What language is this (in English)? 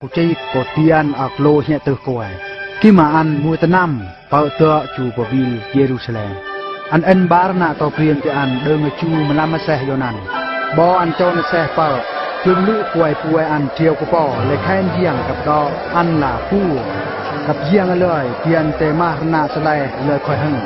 Eastern Bru